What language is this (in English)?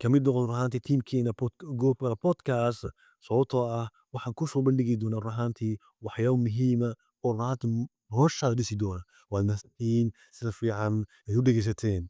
Somali